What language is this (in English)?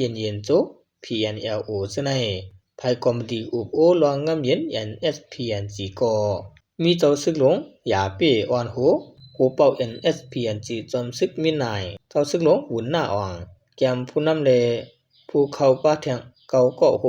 Shan